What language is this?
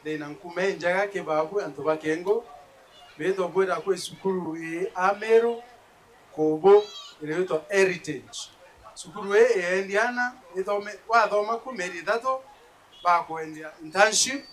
Meru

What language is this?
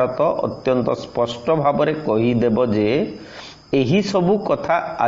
Odia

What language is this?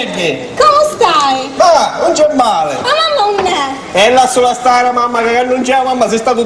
Sicilian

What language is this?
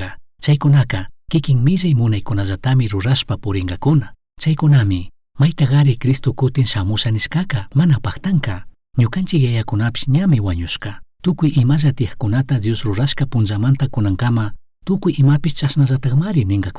Chimborazo Highland Quichua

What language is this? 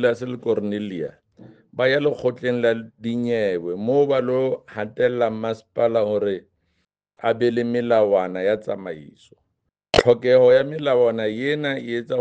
Southern Sotho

